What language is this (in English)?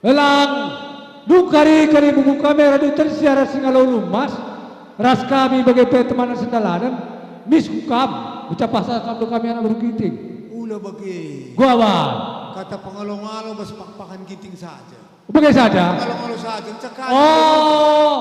Batak Karo